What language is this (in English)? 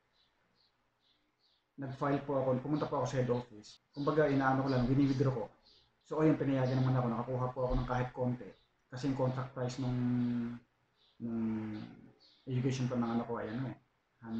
Filipino